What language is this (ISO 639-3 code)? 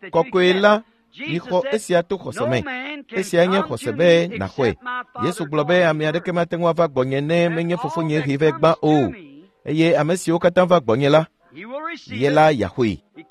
ewe